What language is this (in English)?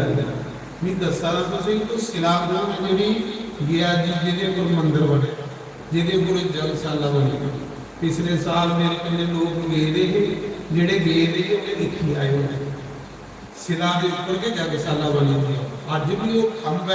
Dogri